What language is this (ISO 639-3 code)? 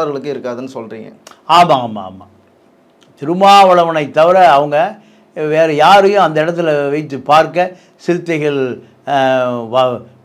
tam